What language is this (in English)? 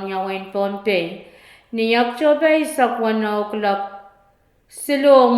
Pohnpeian